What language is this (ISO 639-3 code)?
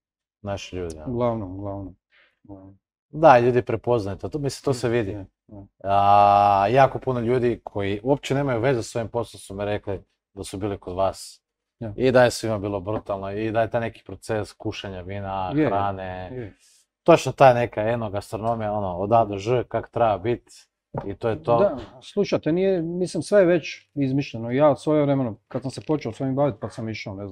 hrv